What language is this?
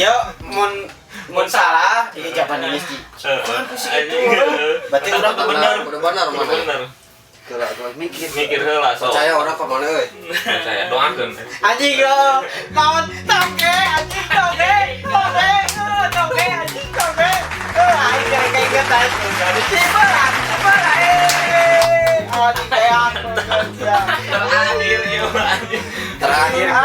Sundanese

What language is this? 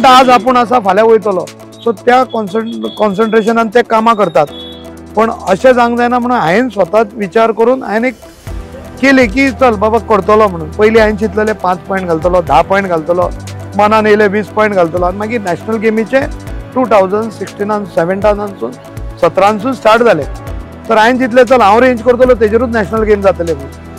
Konkani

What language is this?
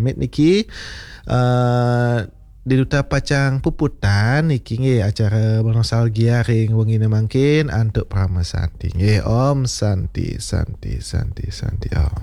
Balinese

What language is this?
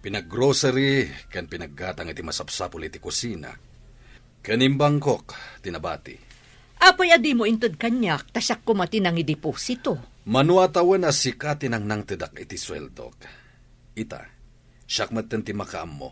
Iloko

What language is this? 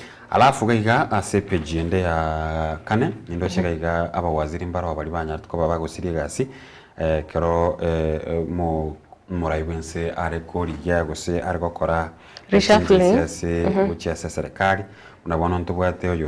Gusii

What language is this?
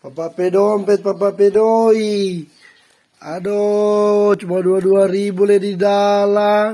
Manado Malay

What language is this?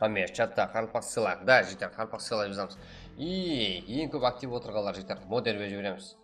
Kara-Kalpak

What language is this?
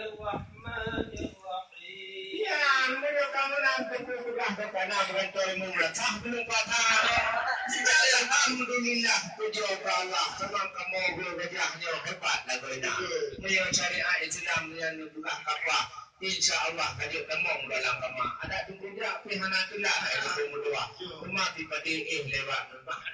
Achinese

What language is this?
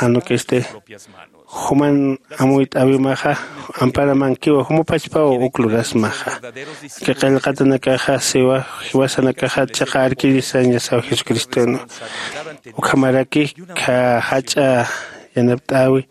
Aymara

